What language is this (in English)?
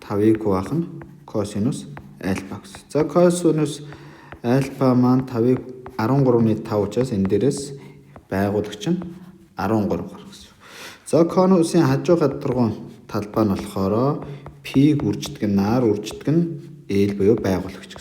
Mongolian